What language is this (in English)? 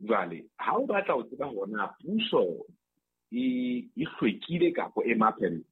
Southern Sotho